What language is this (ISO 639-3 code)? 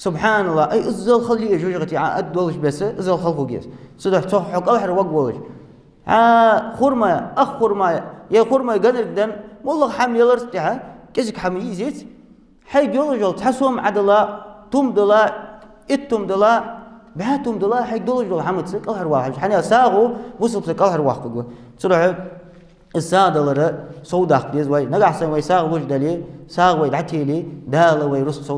inh